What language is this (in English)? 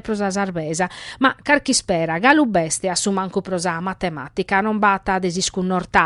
Sardinian